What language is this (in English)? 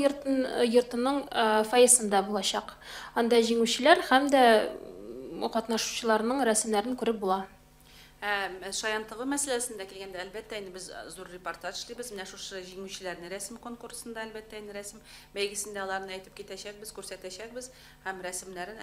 Tatar